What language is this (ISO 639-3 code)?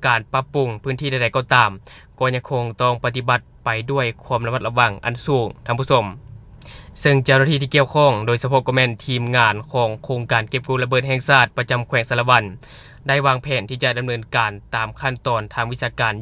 lao